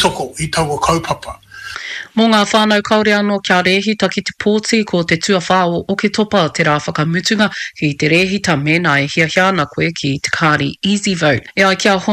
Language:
Māori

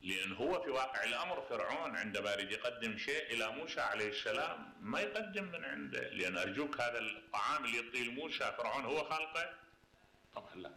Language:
Mesopotamian Arabic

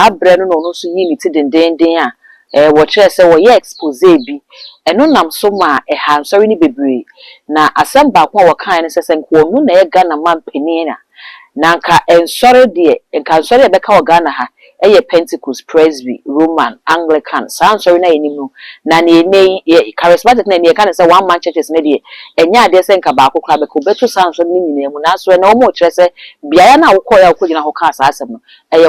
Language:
Akan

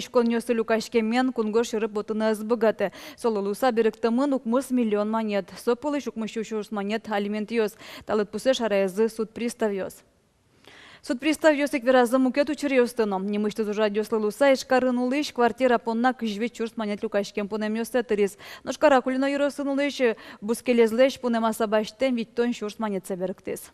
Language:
Udmurt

